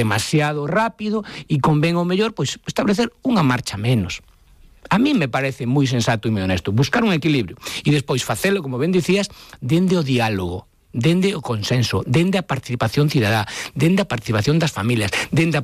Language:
Galician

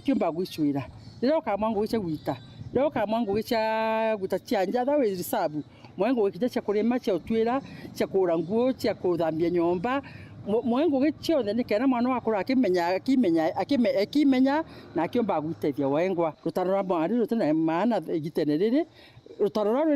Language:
Meru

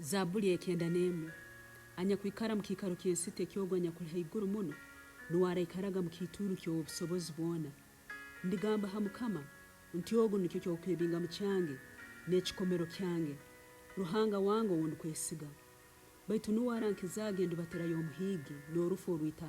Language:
Nyoro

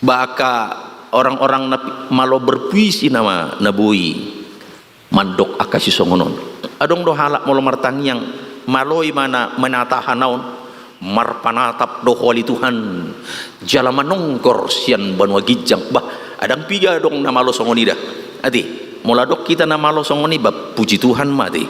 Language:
Batak Toba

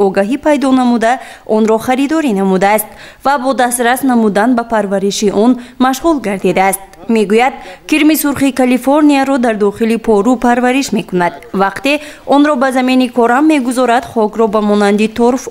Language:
Tajik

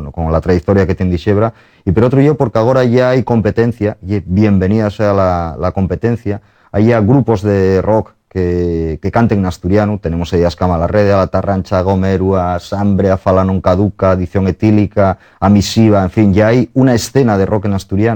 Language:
Asturian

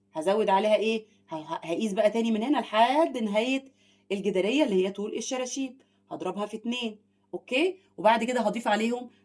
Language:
Egyptian Arabic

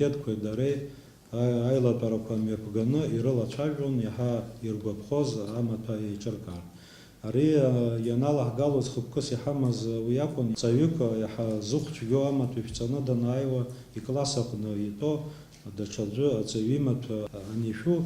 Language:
Abkhazian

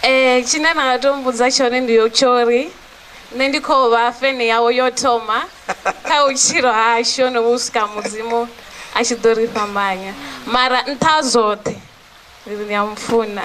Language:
Venda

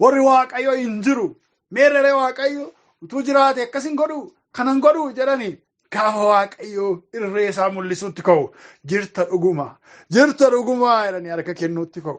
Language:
Oromo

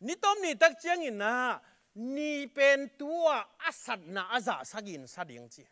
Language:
Tedim Chin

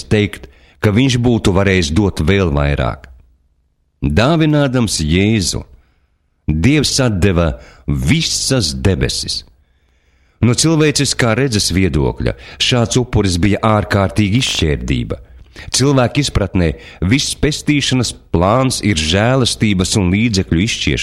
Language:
Latvian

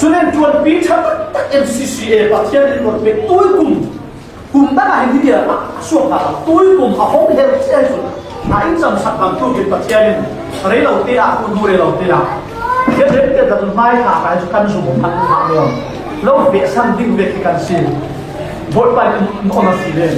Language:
Falam Chin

